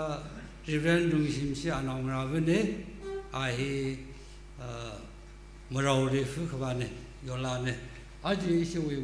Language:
Tangkhul Naga (India)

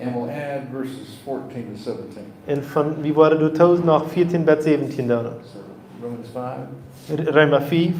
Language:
Plautdietsch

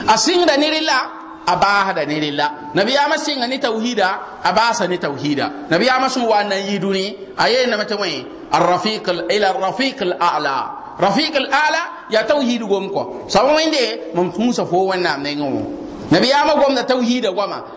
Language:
Mossi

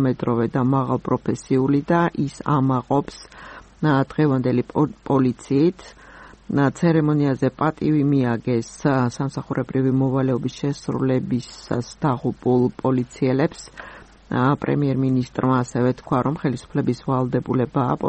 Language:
Georgian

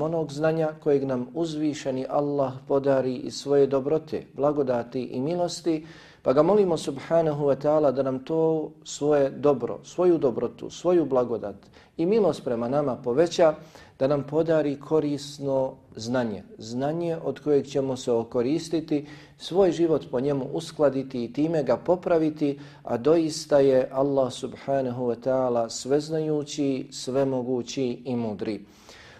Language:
Bosnian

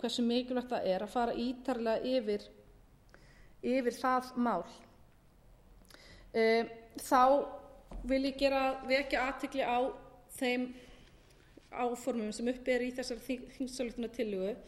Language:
Icelandic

